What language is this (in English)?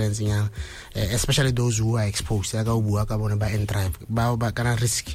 Tswana